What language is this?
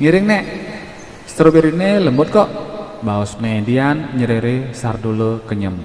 Balinese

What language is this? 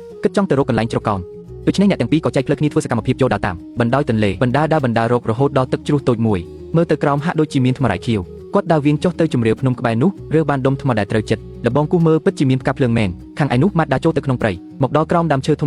Khmer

